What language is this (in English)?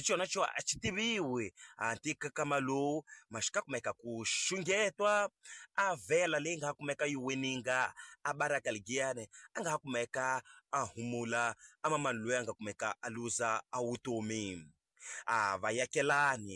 Tsonga